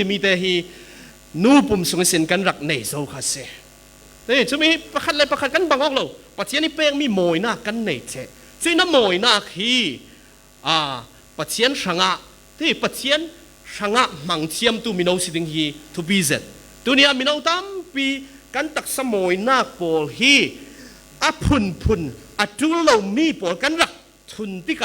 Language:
Falam Chin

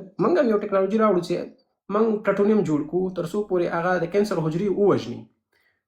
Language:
Pashto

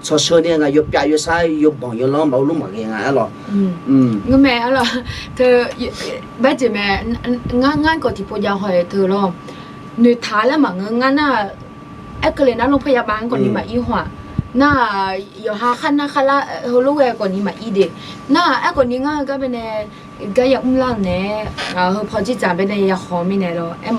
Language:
Akha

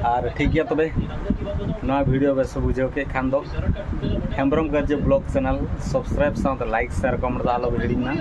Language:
Santali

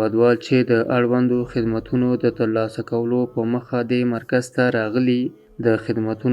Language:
Pashto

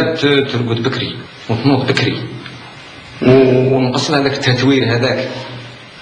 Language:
Algerian Arabic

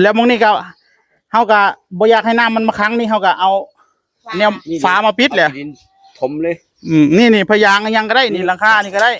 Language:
Northeastern Thai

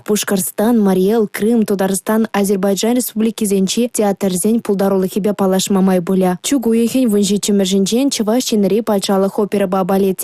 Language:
Chuvash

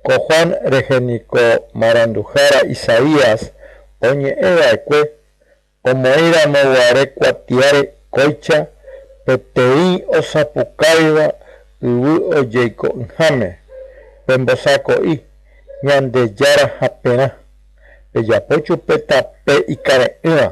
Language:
Guarani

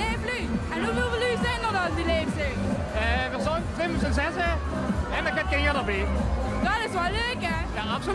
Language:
Limburgish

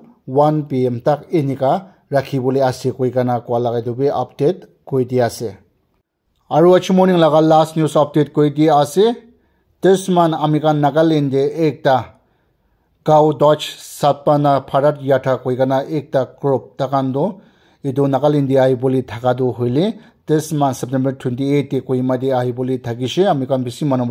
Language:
Naga Pidgin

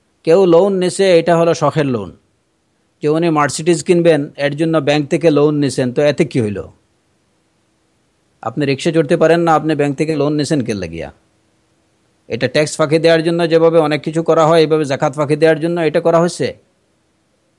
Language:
Bangla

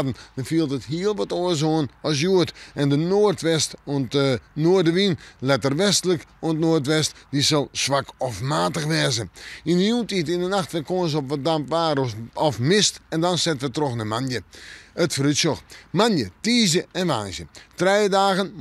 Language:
Western Frisian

